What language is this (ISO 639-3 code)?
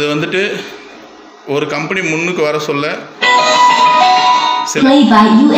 tam